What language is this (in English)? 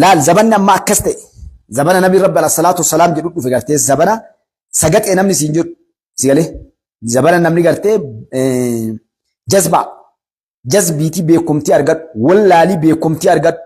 Oromo